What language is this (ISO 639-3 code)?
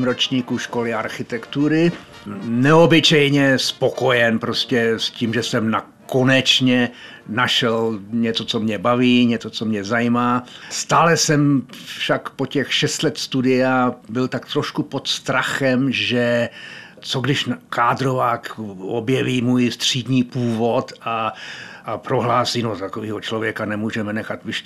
ces